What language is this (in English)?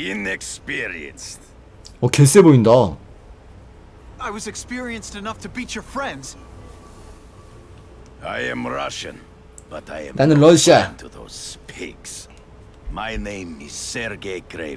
Korean